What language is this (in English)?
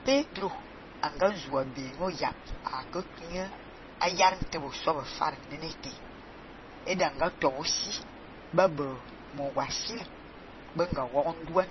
Fang